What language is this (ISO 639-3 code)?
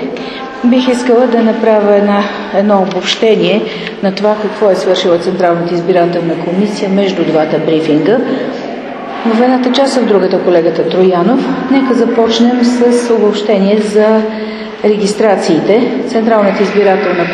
bul